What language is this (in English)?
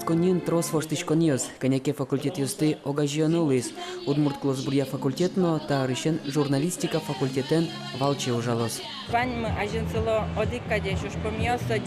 Udmurt